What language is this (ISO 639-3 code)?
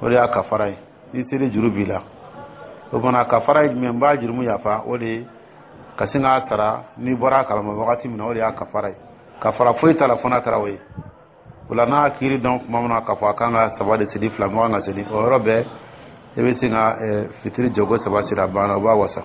dyu